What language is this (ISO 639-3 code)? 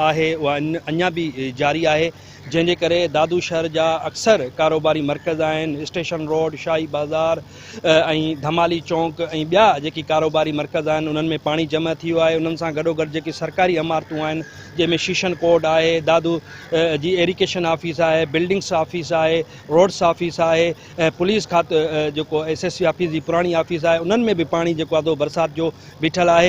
snd